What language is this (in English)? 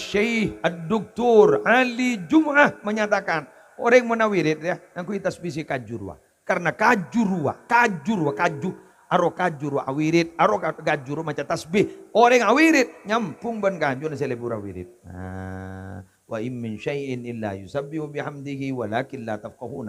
Madurese